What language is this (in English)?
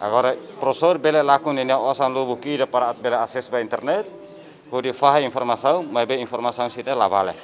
Tetum